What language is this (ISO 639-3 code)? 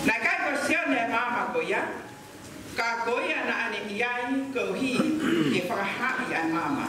ton